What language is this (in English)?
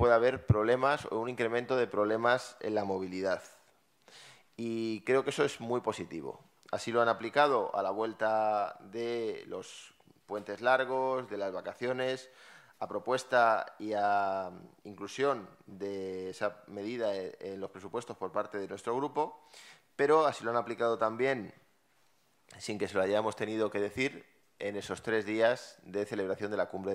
Spanish